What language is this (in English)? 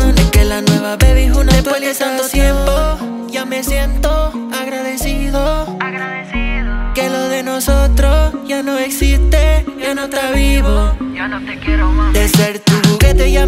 Spanish